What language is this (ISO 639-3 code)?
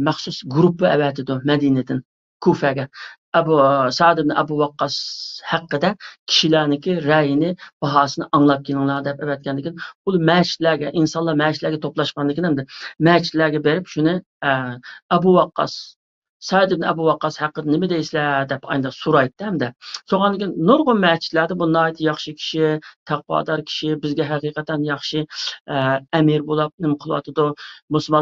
uig